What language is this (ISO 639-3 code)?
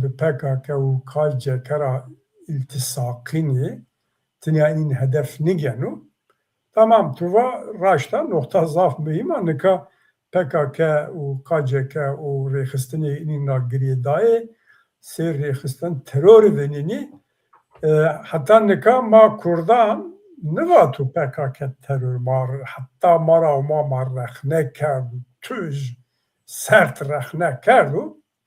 zza